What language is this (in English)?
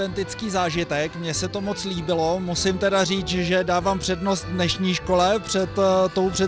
Czech